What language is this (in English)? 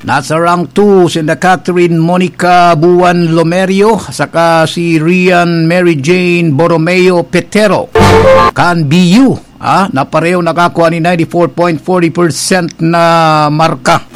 Bikol